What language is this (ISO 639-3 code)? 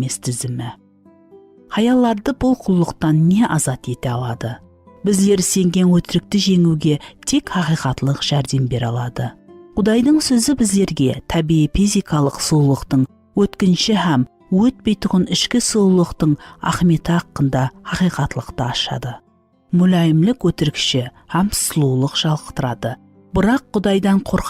kaa